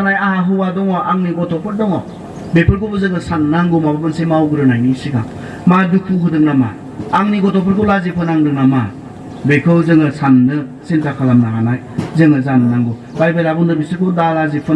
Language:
Bodo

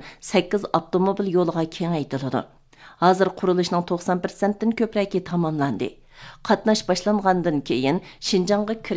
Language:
Uyghur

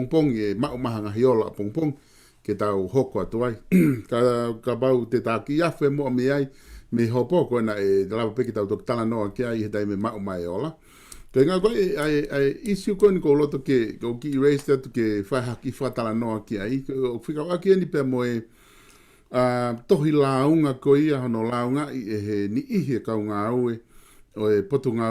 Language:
Tongan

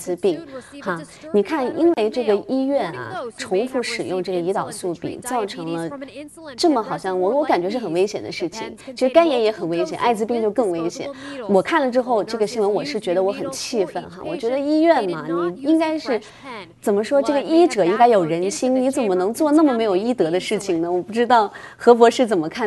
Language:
Chinese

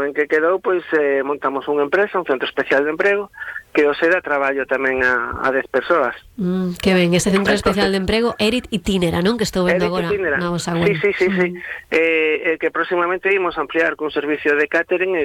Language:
Galician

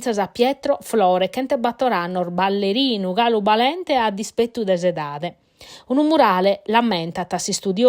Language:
Sardinian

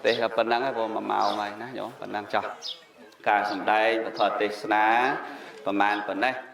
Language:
Khmer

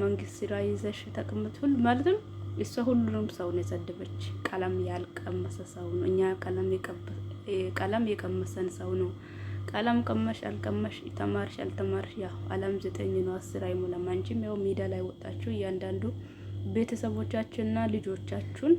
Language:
Amharic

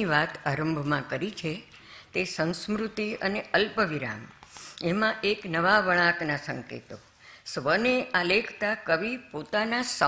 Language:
Gujarati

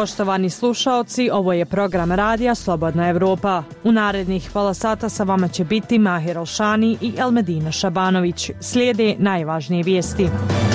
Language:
Bosnian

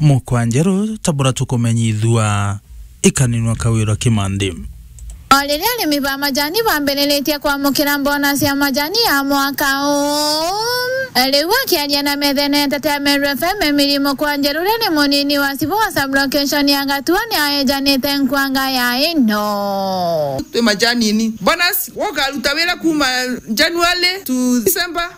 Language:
Meru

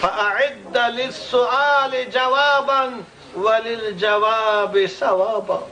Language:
Tajik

